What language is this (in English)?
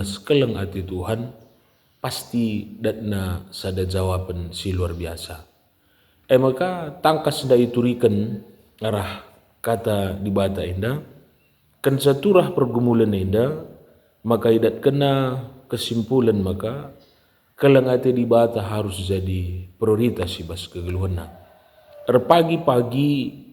Batak Karo